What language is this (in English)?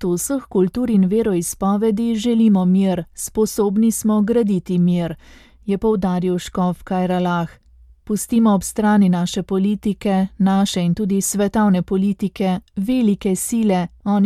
Slovenian